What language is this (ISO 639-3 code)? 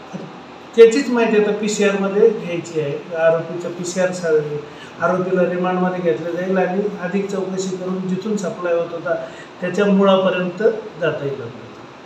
mar